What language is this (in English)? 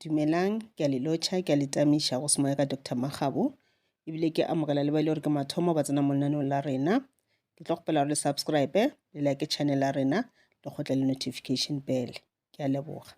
Northern Sotho